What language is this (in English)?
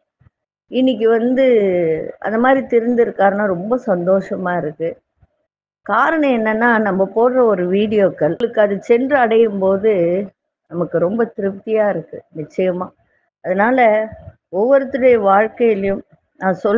Tamil